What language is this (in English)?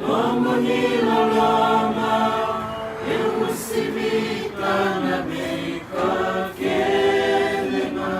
Fijian